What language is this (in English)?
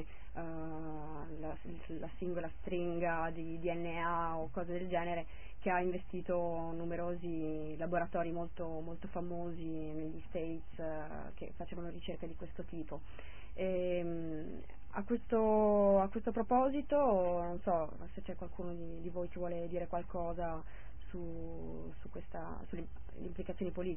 Italian